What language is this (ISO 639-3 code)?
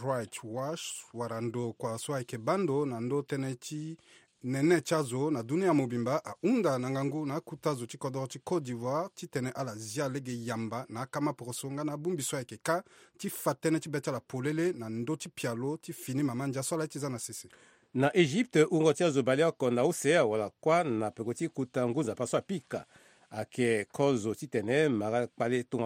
sag